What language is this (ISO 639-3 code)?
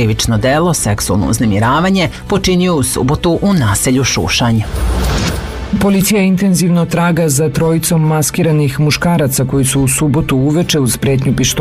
srp